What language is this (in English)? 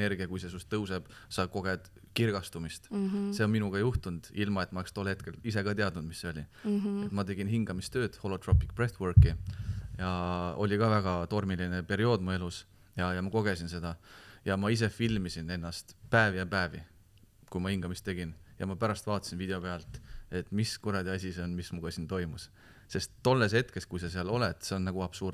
Estonian